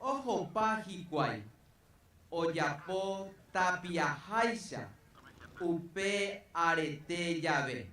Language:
Guarani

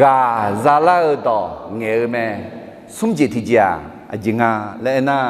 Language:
Akha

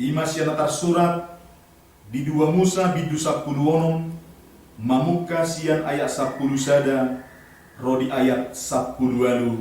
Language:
Batak Toba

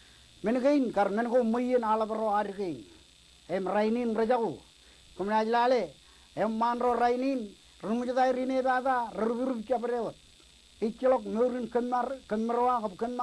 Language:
Marshallese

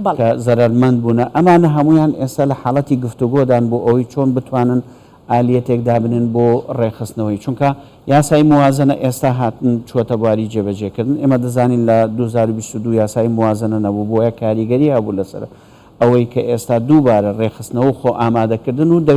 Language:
Central Kurdish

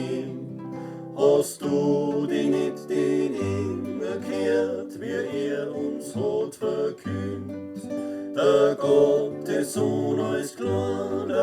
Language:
Bavarian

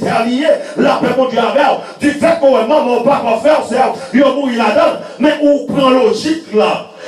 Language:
Haitian Creole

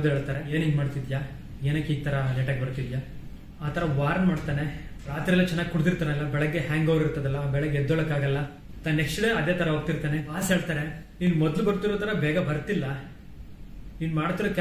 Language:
Kannada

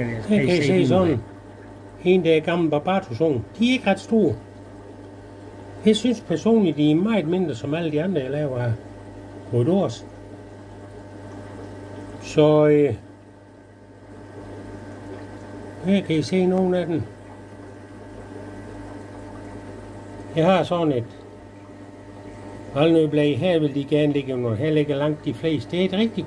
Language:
Danish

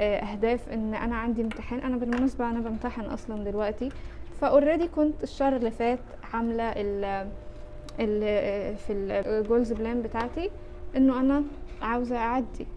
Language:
Egyptian Arabic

